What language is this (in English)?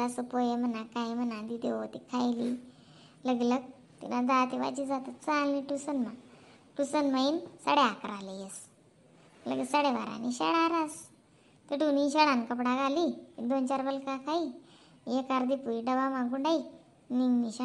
Khandesi